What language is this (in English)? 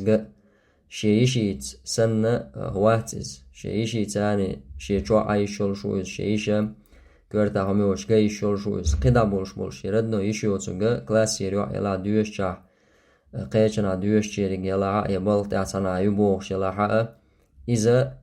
Chechen